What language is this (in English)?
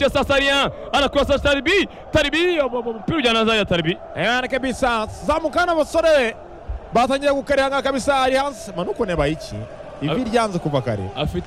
Kinyarwanda